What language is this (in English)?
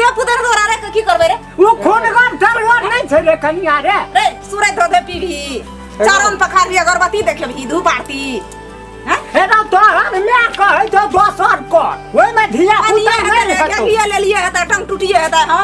Maithili